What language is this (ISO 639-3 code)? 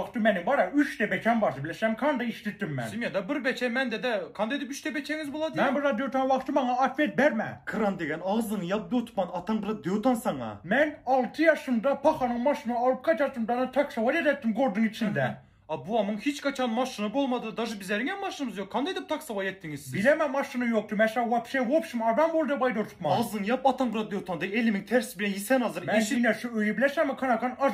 tuk